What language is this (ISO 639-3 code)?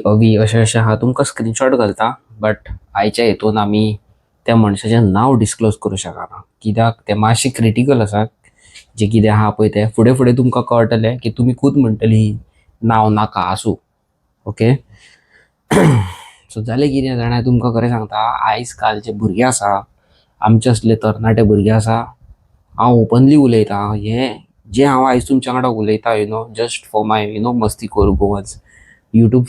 kok